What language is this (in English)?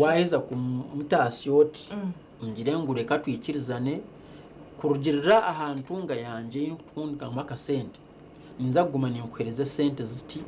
Nyankole